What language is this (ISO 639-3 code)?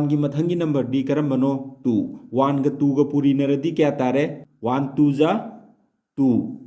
mni